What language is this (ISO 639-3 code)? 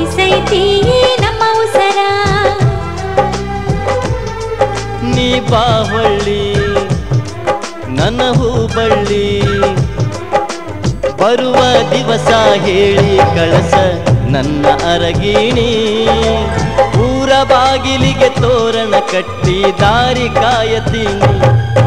kan